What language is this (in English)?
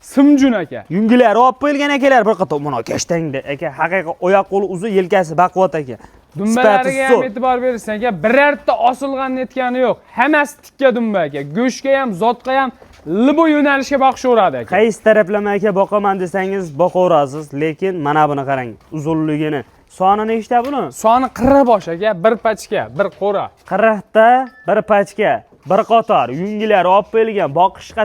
Uzbek